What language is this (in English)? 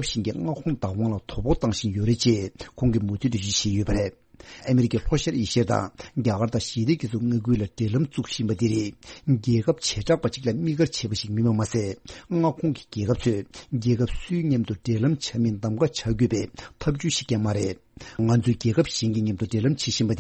Tibetan